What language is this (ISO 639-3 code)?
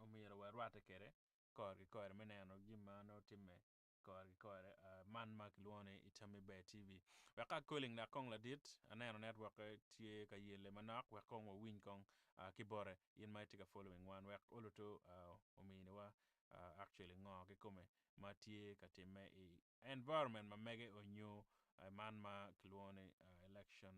ach